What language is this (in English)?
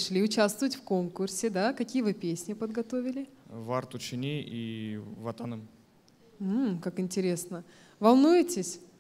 Crimean Tatar